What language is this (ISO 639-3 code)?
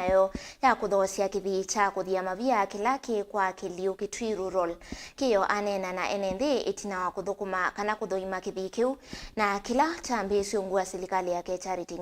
kam